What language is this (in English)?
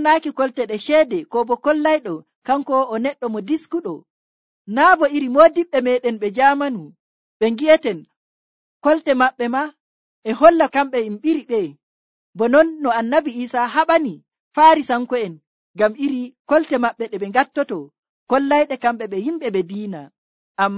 Nigerian Fulfulde